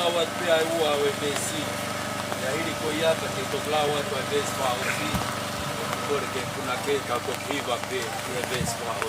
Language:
Tongan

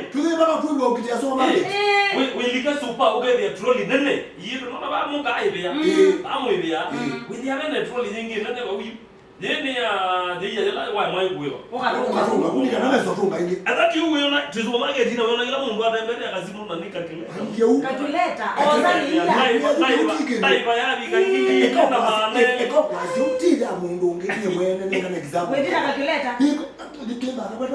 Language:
Kamba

